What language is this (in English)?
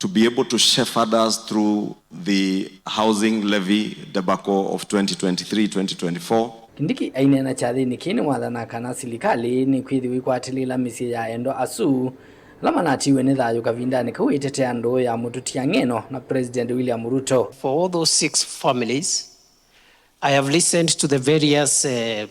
Kamba